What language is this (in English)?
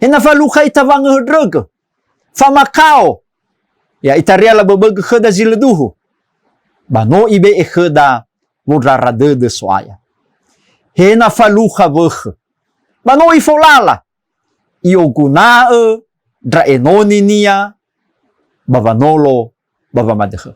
Nias